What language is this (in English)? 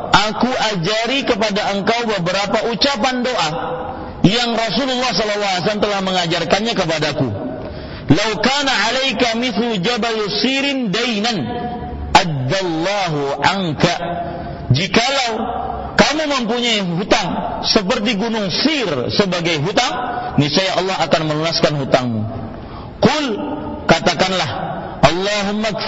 Indonesian